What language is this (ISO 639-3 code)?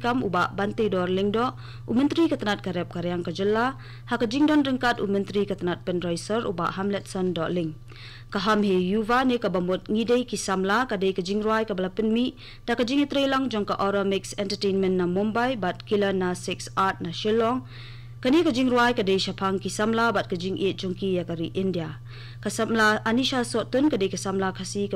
kha